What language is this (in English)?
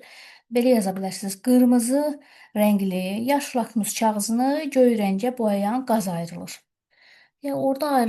Azerbaijani